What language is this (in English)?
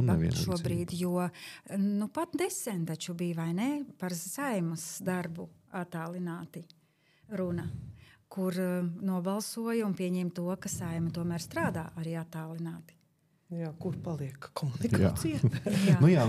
Latvian